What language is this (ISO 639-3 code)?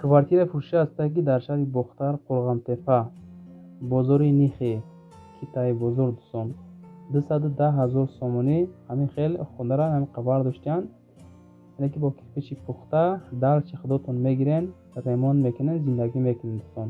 tgk